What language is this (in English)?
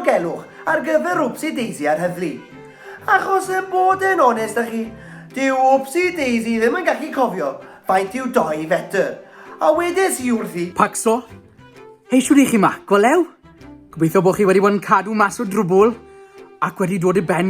Welsh